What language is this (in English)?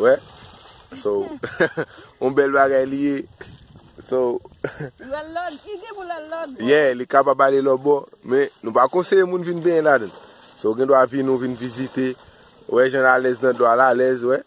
Haitian Creole